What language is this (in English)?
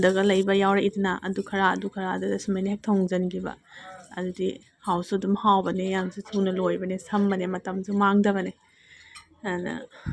Manipuri